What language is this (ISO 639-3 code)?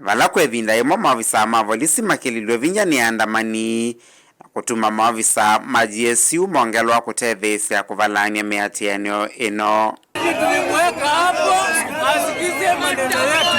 kam